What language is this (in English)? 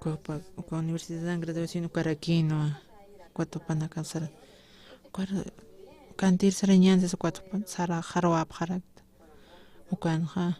Aymara